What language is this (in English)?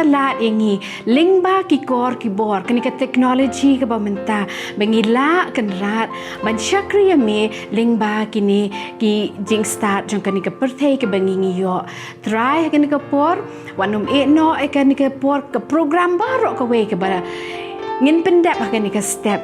Khasi